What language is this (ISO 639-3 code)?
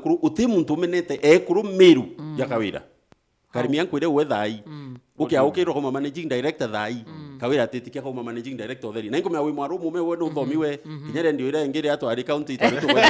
mer